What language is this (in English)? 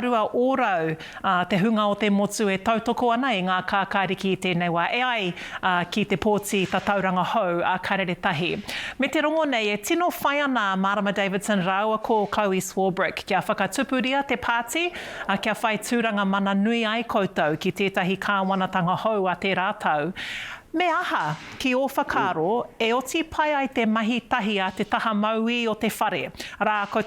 Māori